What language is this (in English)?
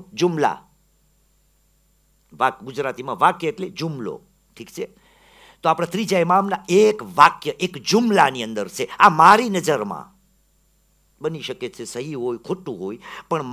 Gujarati